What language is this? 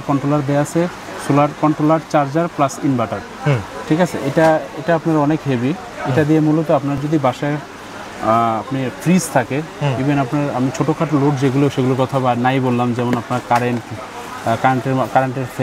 Bangla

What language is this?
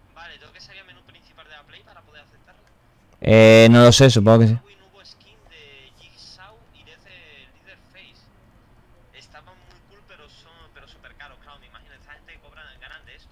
Spanish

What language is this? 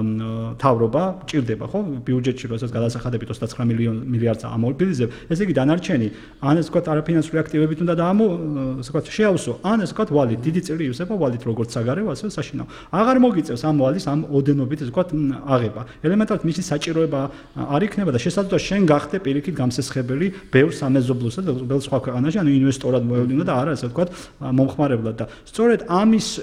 Georgian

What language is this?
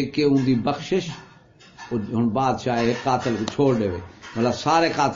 Saraiki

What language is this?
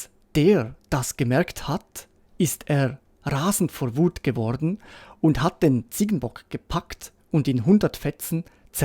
Swiss German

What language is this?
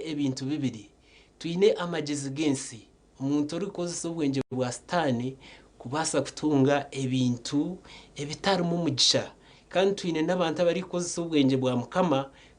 Nyankole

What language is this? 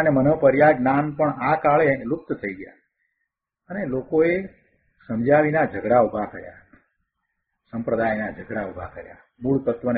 Gujarati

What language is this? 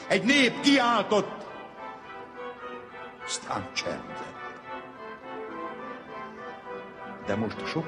Hungarian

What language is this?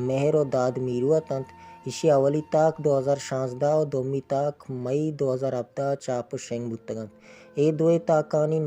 Baluchi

